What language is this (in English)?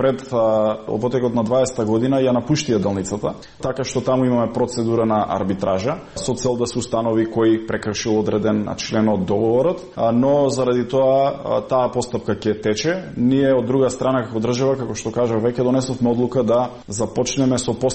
Macedonian